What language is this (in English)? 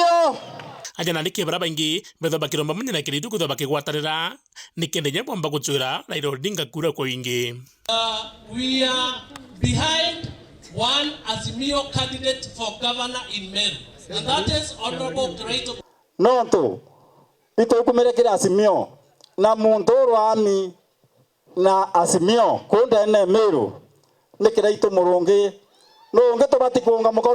Meru